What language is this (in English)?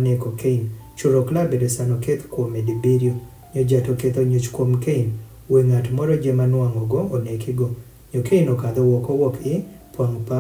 Adhola